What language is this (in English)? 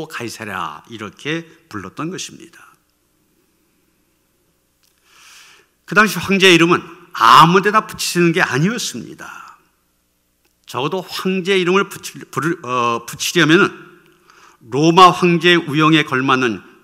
Korean